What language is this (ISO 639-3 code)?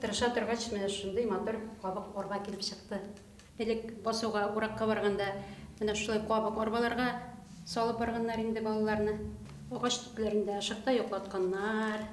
bak